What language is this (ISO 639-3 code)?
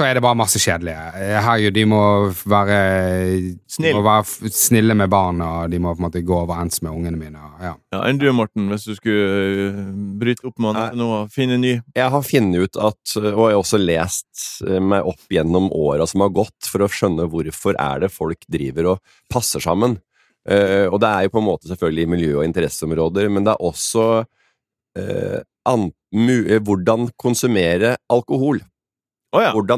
nor